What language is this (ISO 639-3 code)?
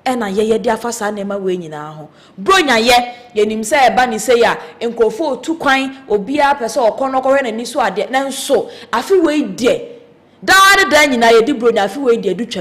aka